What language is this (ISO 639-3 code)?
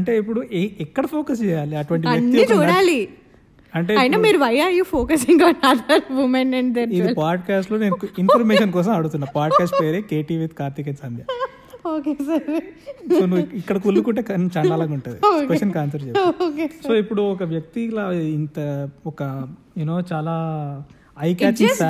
tel